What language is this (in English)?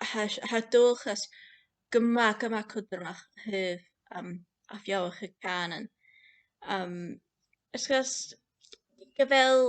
Scottish Gaelic